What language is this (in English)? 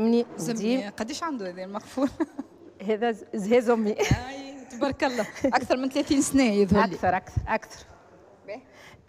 Tunisian Arabic